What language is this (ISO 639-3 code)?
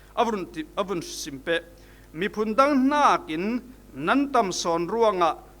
cfm